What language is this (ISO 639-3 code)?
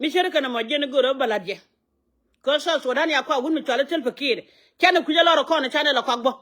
nus